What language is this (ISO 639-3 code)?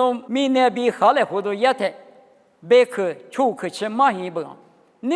lis